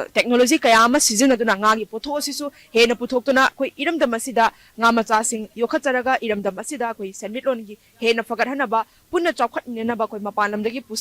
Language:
Manipuri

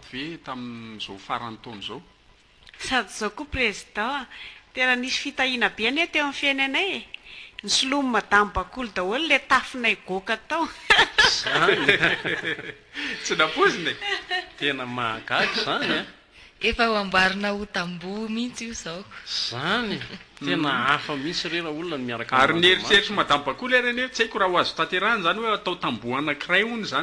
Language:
Malagasy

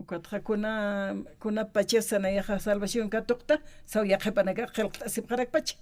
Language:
Aymara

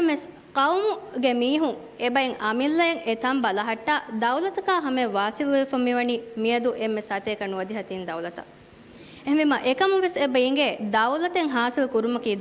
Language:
Divehi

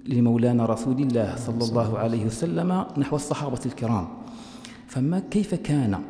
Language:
Arabic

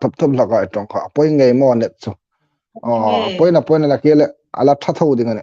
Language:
Hmar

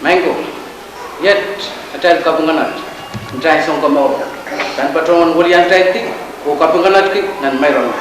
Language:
Pohnpeian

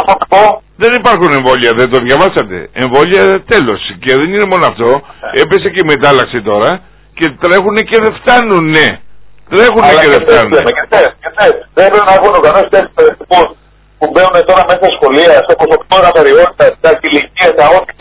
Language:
Greek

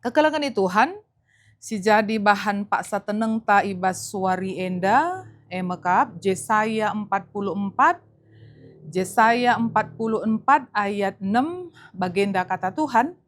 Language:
Batak Karo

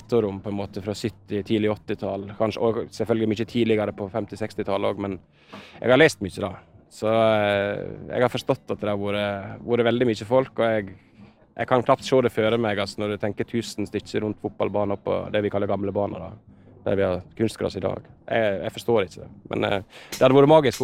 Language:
Norwegian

